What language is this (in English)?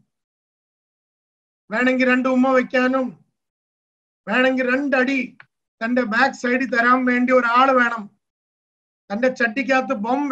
Malayalam